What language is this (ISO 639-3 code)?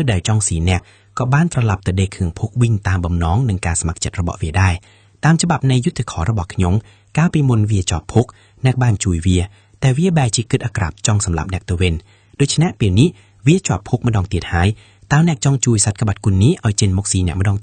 khm